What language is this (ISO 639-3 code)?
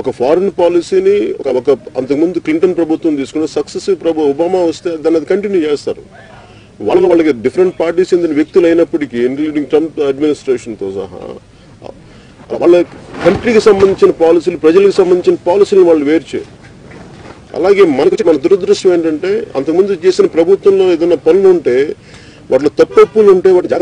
tel